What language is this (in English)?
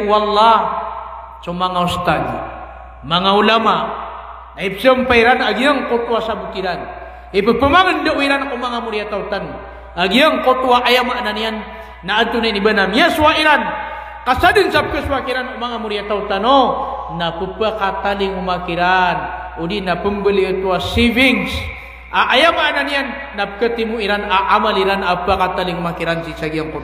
Maranao